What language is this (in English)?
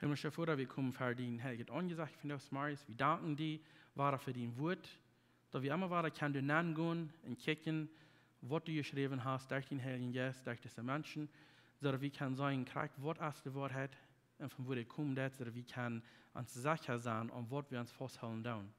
Plautdietsch